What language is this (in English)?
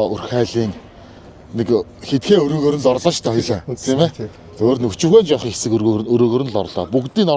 Mongolian